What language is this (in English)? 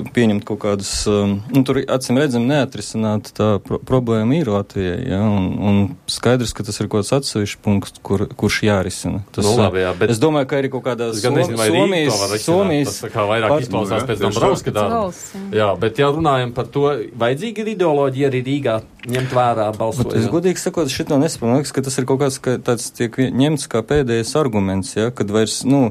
Latvian